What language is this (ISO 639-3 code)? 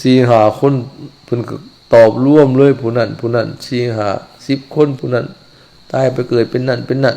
lao